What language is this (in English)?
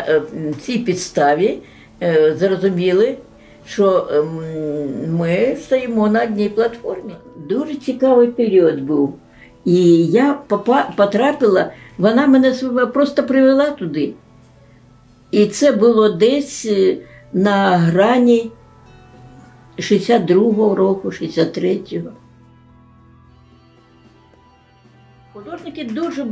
Ukrainian